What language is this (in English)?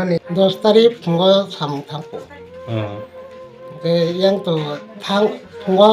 Kok Borok